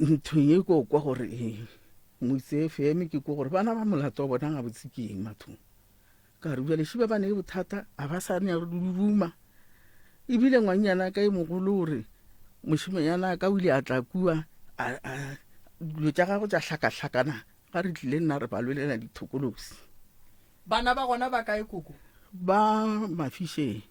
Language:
Northern Sotho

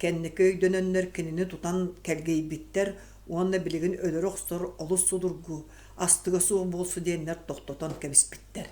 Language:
Yakut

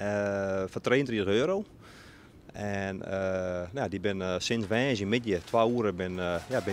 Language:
Western Frisian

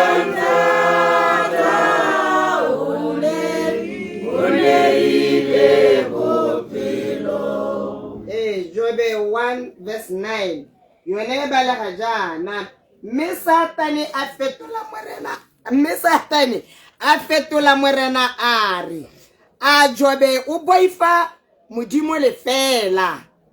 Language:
Tswana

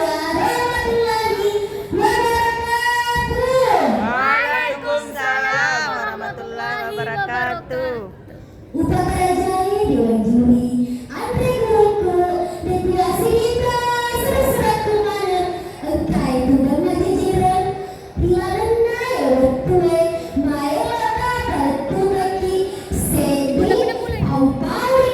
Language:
Buginese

